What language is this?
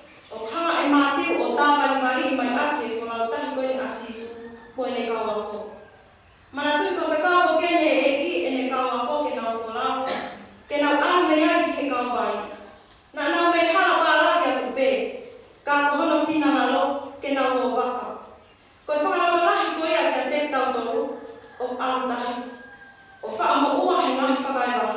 Tongan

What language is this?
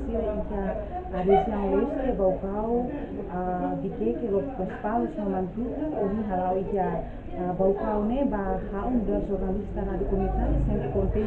Tetum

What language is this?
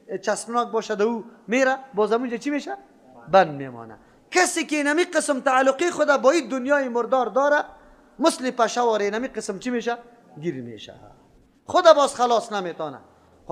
Persian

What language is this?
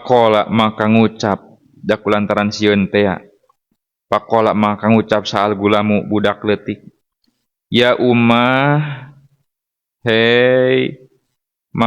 Sundanese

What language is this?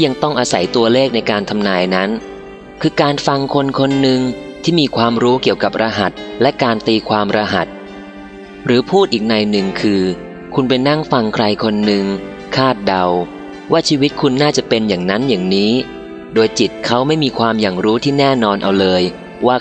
Thai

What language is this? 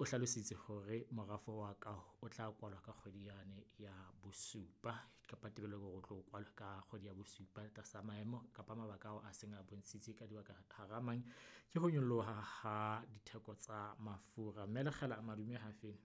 Southern Sotho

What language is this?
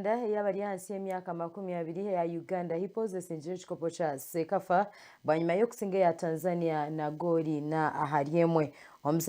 Nyankole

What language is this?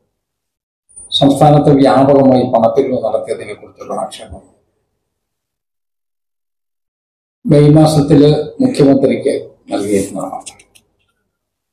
Malayalam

